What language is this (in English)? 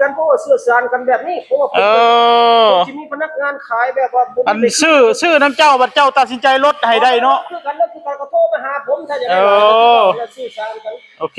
Northeastern Thai